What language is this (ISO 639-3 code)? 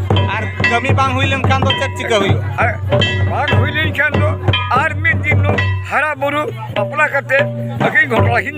sat